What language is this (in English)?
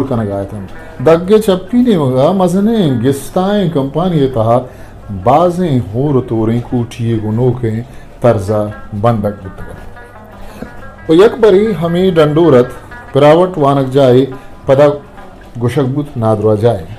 Eastern Balochi